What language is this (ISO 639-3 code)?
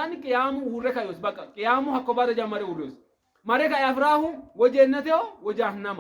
sid